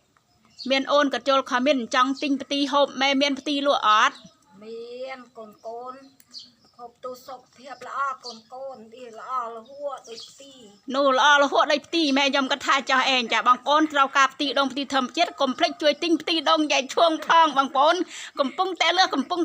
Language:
Khmer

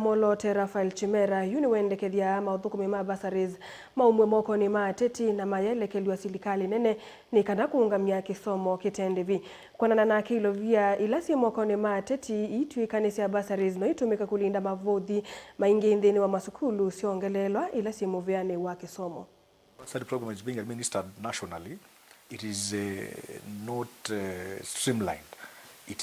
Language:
Kamba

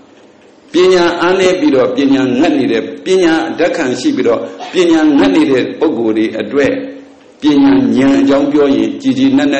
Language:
Burmese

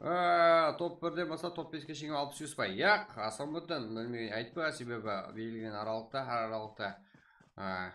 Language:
Kara-Kalpak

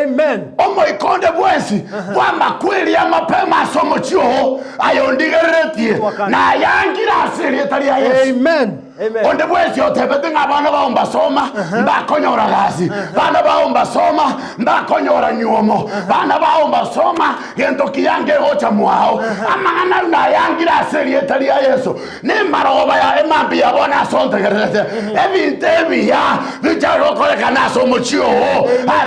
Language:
Gusii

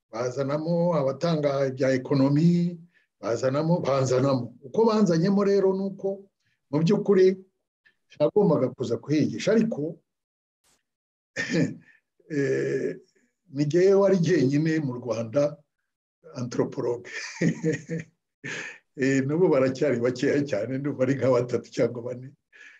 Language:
Kinyarwanda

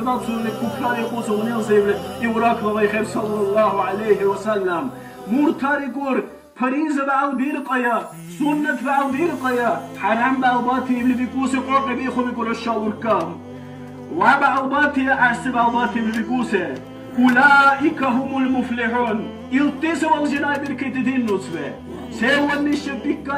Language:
Dargwa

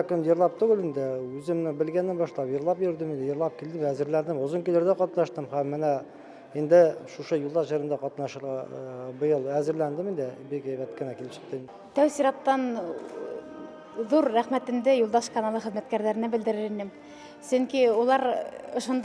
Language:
Bashkir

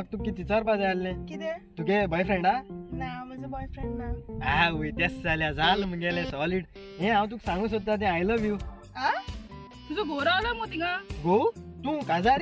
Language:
Konkani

